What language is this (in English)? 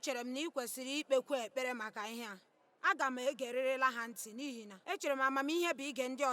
Igbo